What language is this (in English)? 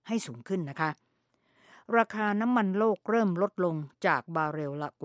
Thai